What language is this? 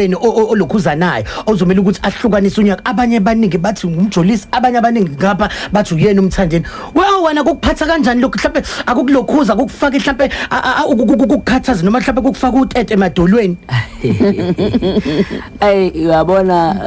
Zulu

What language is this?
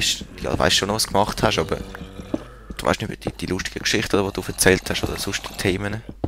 Swiss German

